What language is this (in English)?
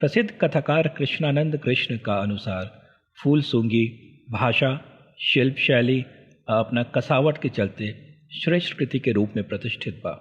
Bhojpuri